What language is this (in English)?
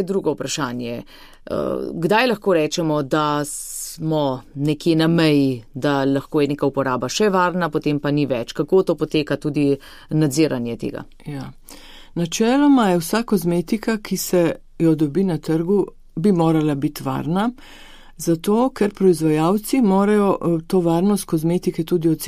Slovenian